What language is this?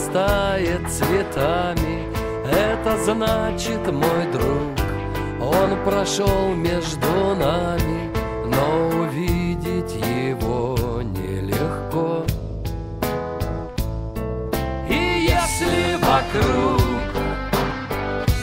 Russian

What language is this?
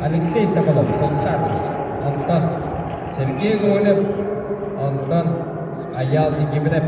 Yakut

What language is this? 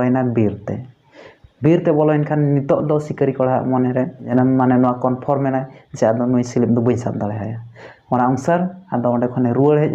Santali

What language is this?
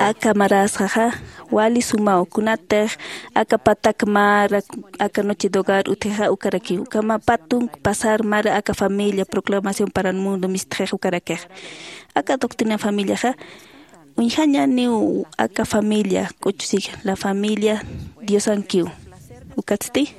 Aymara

